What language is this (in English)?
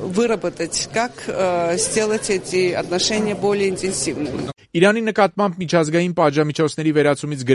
Armenian